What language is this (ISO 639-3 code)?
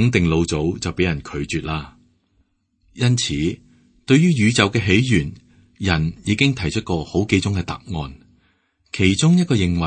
yue